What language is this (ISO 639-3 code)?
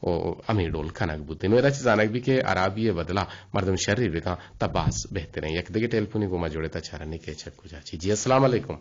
bgp